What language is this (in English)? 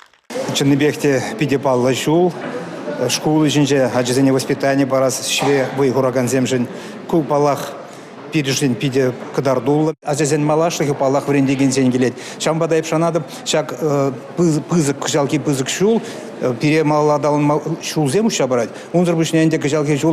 Chuvash